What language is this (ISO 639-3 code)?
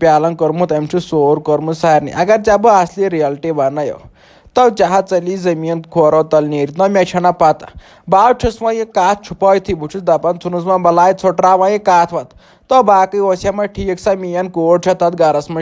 kas